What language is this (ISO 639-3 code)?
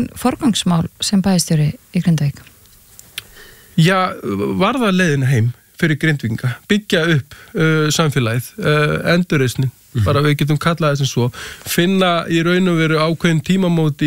isl